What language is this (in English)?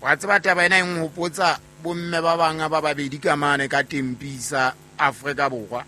Southern Sotho